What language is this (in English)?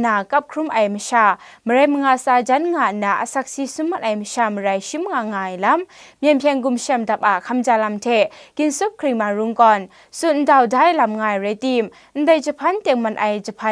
Kachin